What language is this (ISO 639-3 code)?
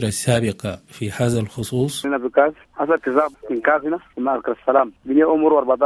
apd